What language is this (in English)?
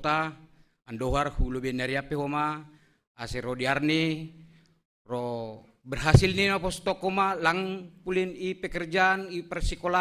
Batak Simalungun